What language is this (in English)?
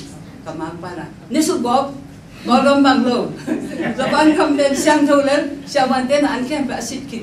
Tedim Chin